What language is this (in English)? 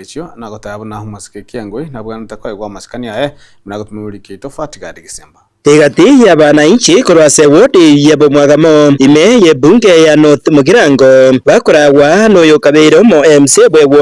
Gusii